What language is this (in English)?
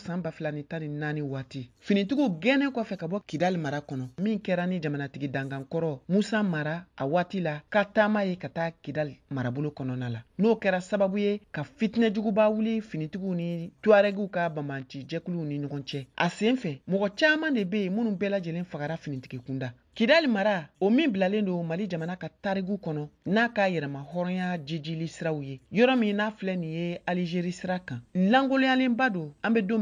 Bambara